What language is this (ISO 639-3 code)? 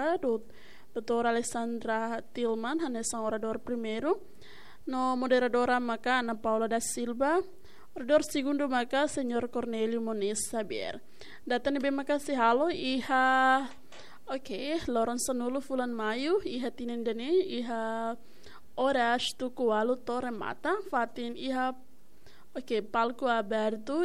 tet